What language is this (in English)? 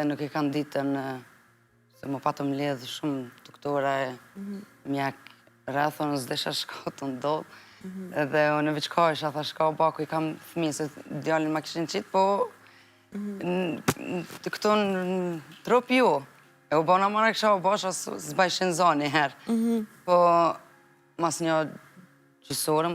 Albanian